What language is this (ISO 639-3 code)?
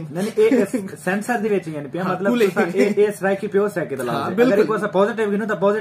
skr